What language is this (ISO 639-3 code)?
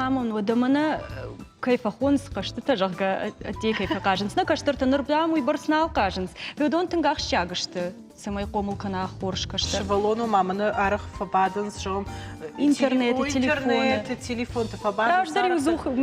oss